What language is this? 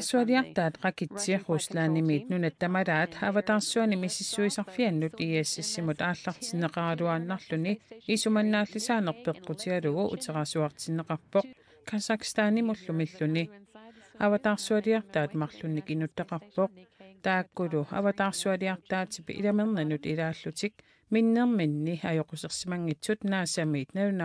Kalaallisut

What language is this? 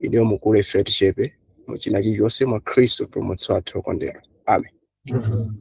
Nyanja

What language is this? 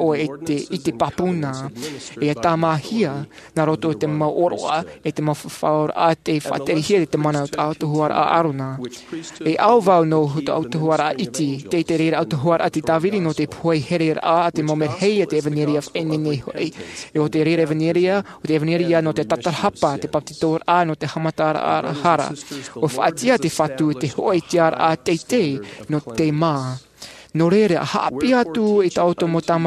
Tahitian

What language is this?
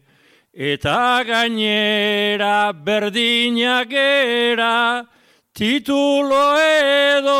Basque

